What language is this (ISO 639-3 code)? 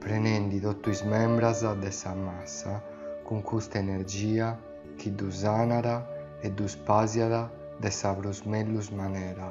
srd